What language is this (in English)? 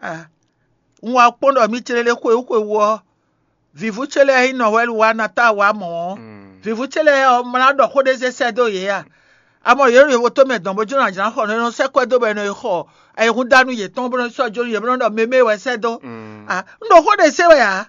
Fon